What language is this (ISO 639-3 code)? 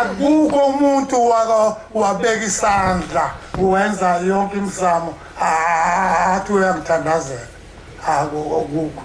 zul